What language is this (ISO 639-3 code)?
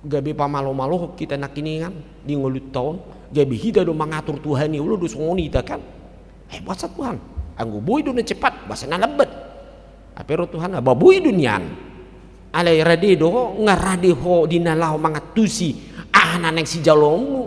bbc